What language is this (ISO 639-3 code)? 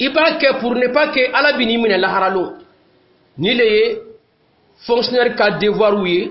dyu